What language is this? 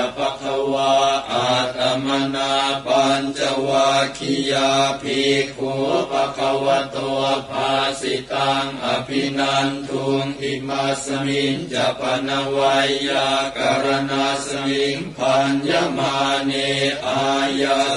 Pali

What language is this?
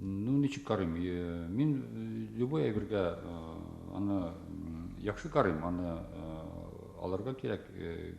Tatar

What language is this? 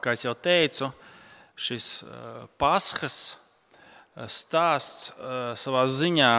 Latvian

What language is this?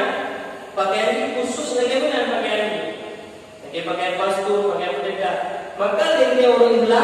Achinese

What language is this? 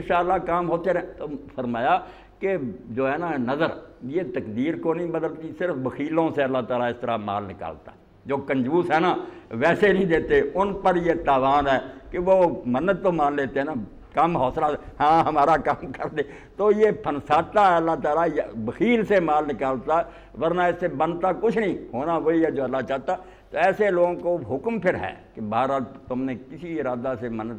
Urdu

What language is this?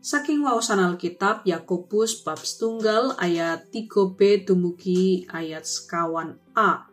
Javanese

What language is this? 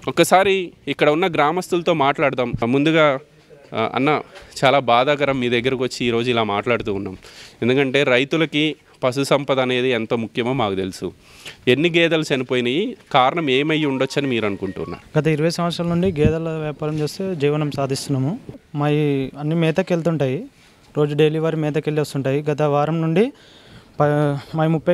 Telugu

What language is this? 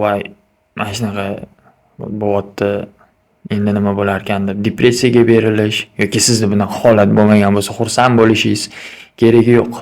Uzbek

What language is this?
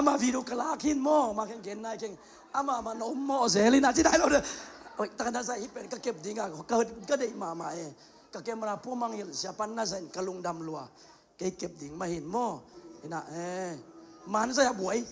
Tedim Chin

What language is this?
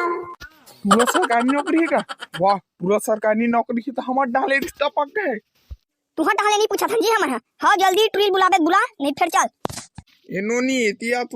Chhattisgarhi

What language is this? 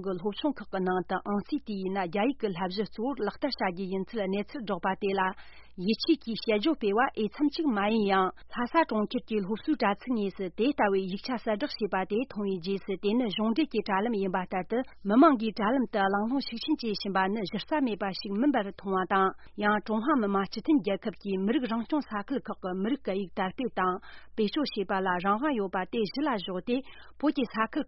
Tibetan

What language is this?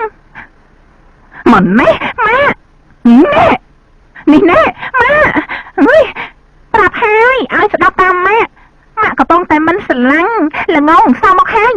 Khmer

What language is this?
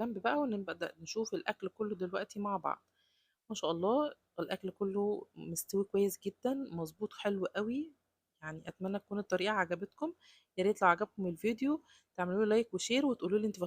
Egyptian Arabic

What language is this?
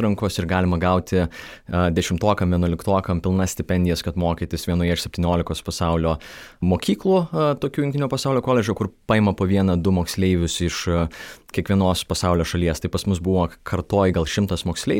Lithuanian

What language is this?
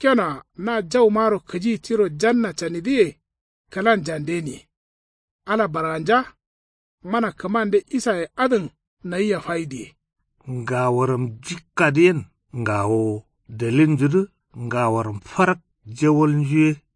Kanuri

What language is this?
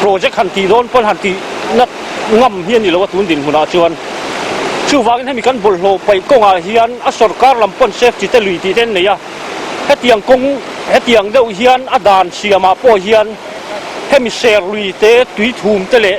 Mizo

